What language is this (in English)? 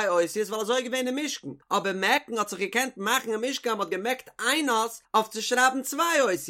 Yiddish